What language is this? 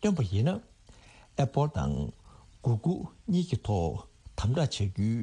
Tibetan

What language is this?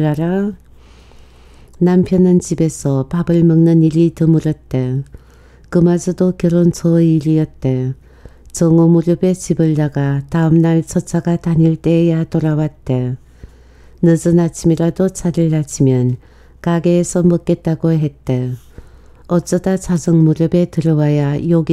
Korean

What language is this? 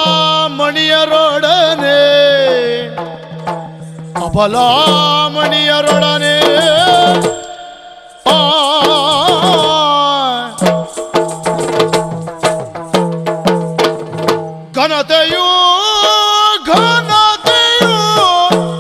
Kannada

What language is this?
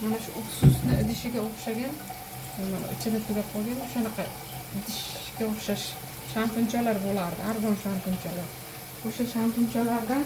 Uzbek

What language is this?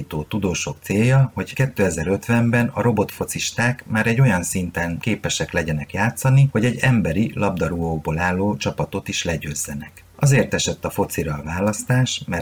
Hungarian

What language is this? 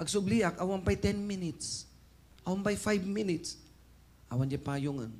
Iloko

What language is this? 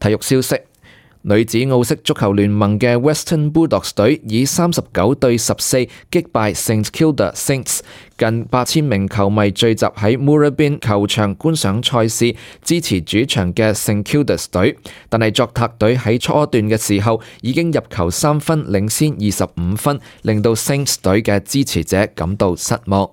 Cantonese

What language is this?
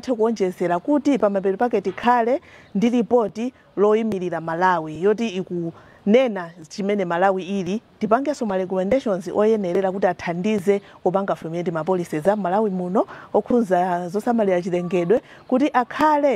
Nyanja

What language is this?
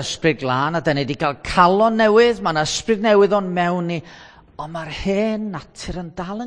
Welsh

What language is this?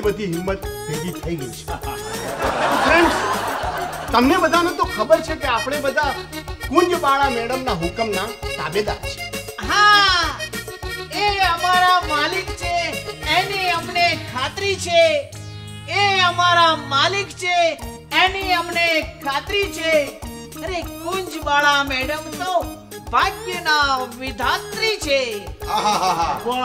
Gujarati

